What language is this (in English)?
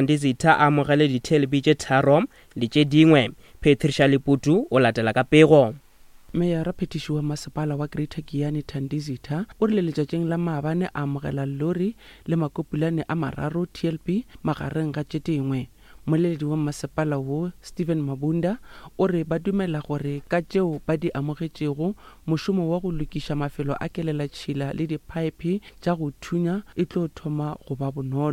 Northern Sotho